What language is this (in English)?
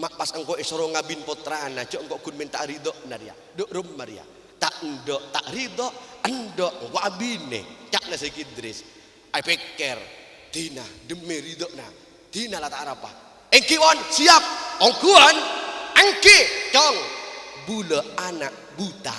Madurese